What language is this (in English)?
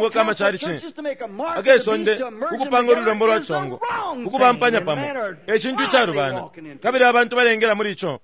Bemba